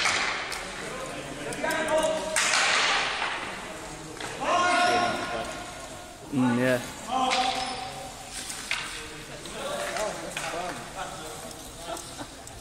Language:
English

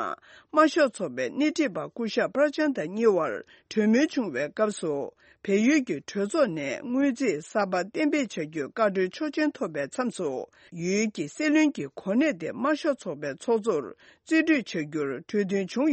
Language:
Tibetan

